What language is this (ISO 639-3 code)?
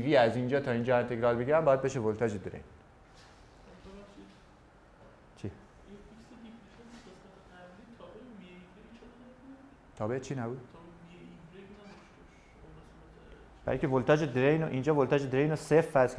fas